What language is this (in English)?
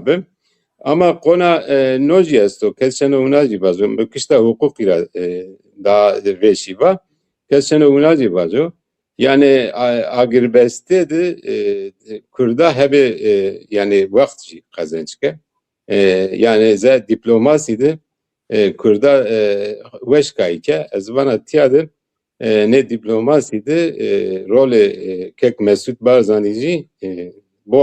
Zaza